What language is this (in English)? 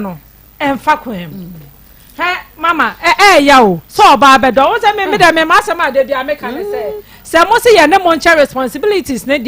Akan